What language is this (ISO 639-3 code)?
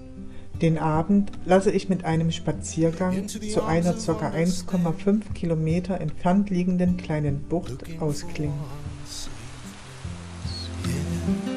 deu